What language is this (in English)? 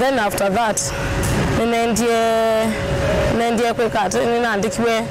Kamba